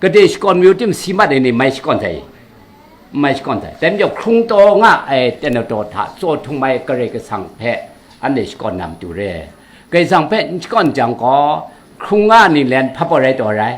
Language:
Kachin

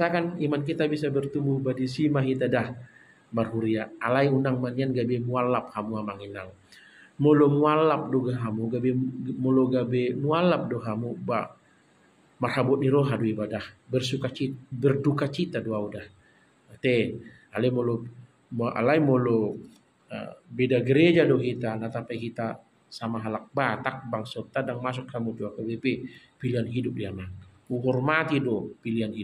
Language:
Batak Toba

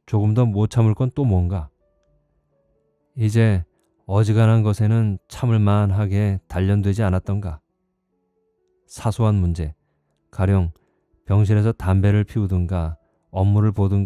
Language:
Korean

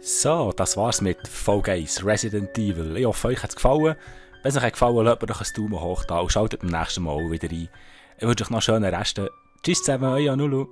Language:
Swiss German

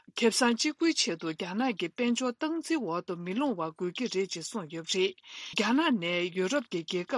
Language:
Tibetan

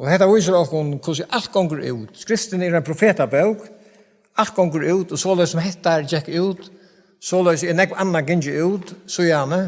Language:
Faroese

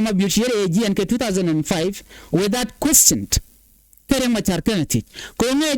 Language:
Nuer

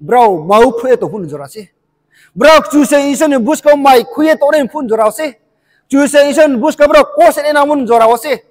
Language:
Riang (India)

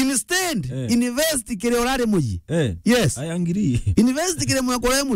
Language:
Meru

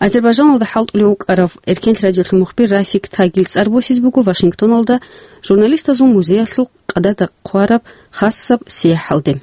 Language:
Avaric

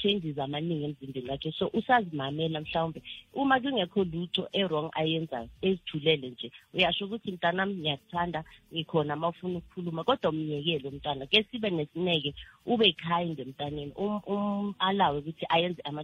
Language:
South Ndebele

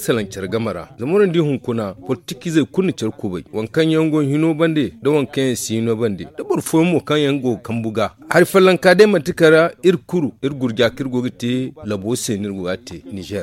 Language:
Zarma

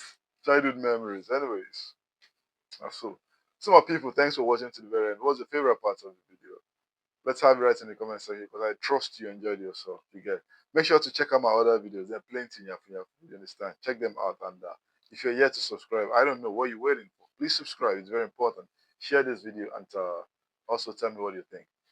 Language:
Nigerian Pidgin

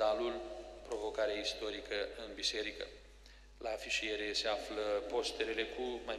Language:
Romanian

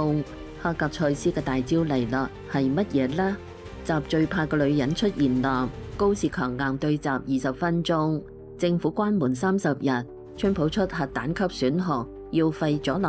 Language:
Cantonese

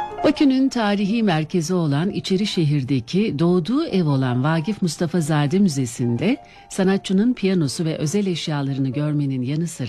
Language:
Turkish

